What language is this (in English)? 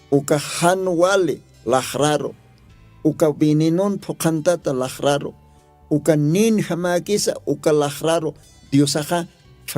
Aymara